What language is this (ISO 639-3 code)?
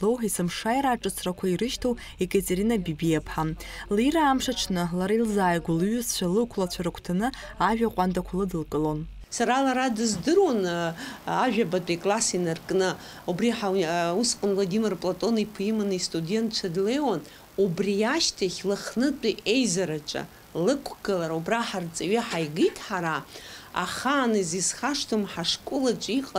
abk